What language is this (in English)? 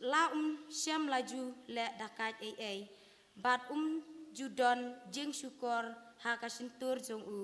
Khasi